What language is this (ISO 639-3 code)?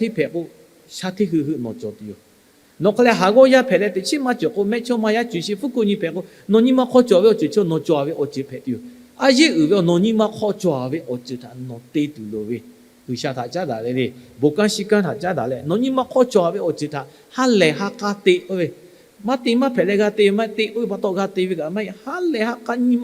lhu